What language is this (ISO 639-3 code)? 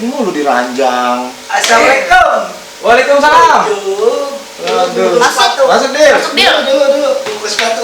bew